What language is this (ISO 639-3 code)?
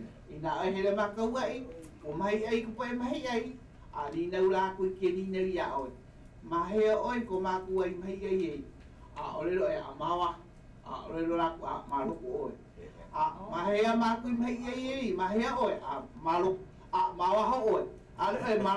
haw